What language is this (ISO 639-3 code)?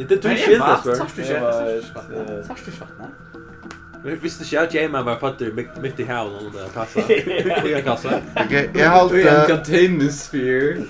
fao